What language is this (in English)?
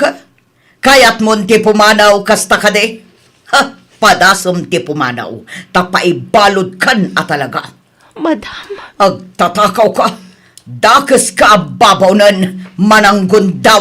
Iloko